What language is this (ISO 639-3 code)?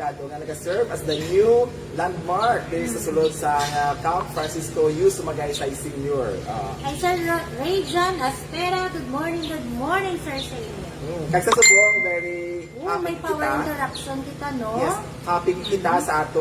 hil